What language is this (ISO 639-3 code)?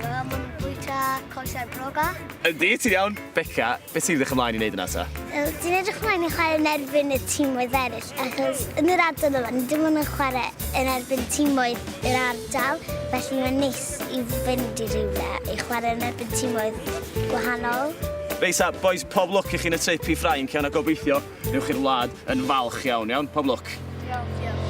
cym